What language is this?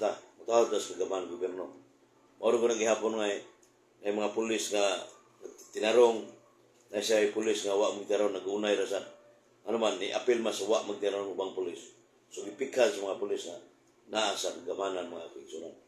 Cebuano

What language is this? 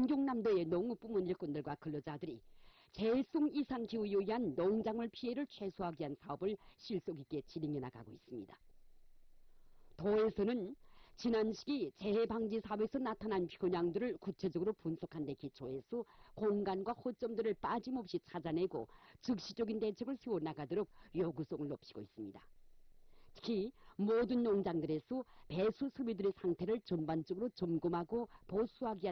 Korean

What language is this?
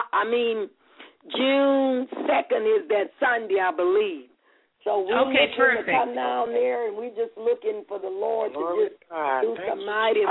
English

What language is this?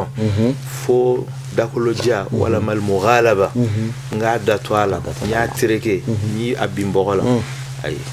Bambara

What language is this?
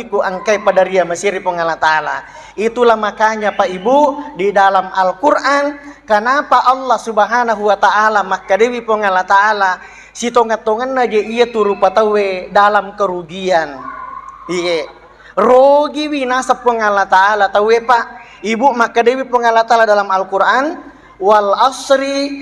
Buginese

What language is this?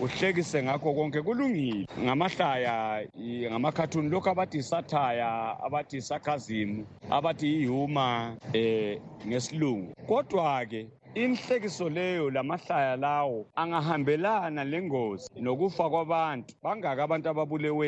North Ndebele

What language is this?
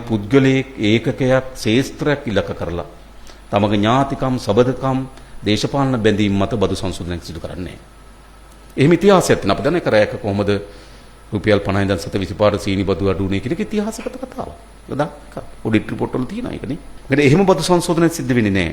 Sinhala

